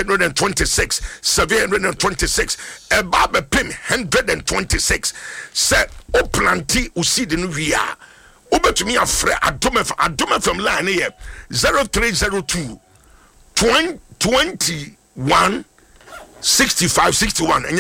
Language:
Akan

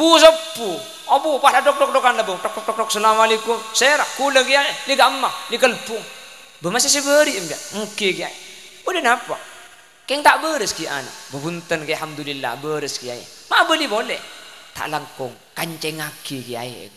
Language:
Madurese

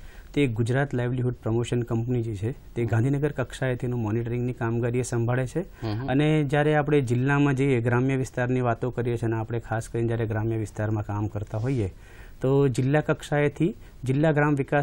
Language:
Gujarati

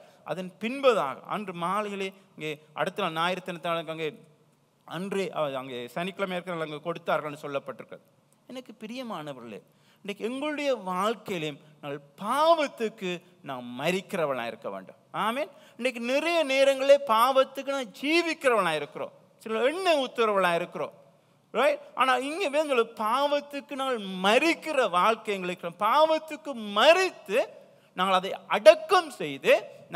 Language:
Tamil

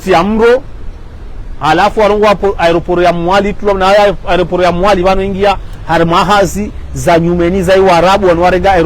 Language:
Ngazidja Comorian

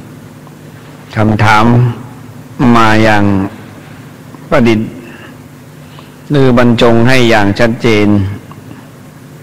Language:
Thai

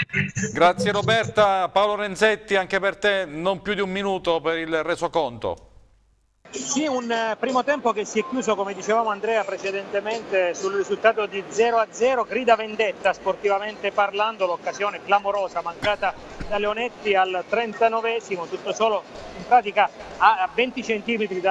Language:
Italian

